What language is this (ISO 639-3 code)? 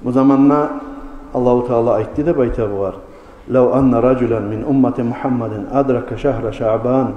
kum